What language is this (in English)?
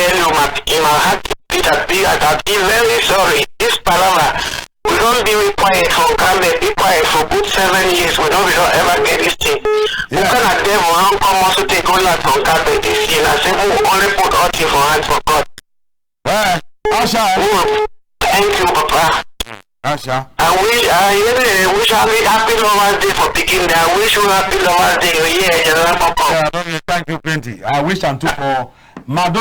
Cameroon Pidgin